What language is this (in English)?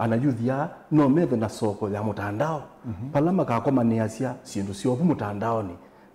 Kamba